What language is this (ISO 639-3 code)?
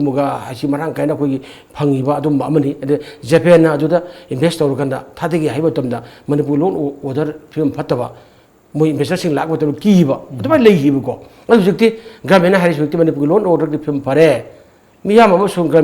mni